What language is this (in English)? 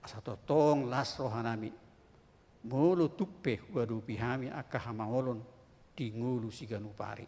Batak Toba